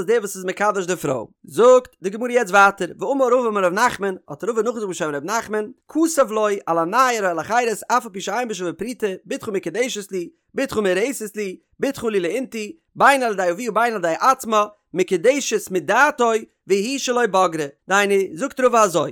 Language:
Yiddish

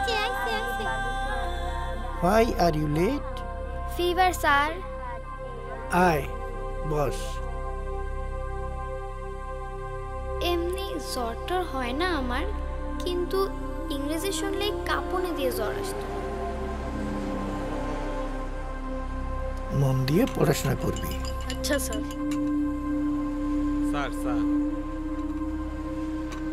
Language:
Bangla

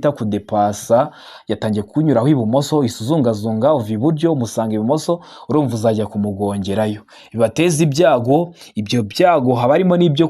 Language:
Kinyarwanda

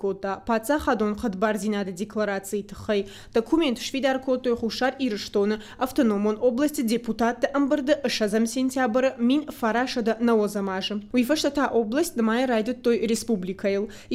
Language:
Ossetic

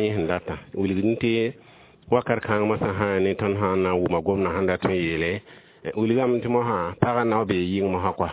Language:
Mossi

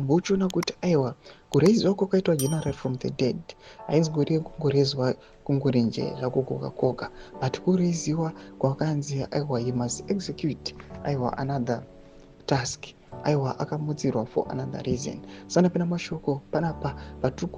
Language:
Shona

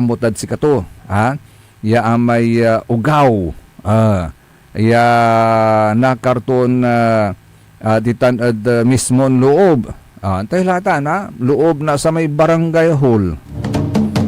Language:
Pangasinan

